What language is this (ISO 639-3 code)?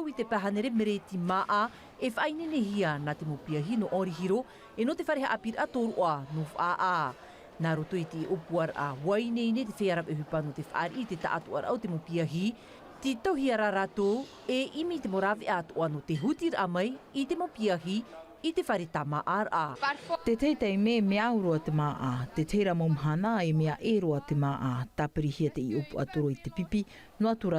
tah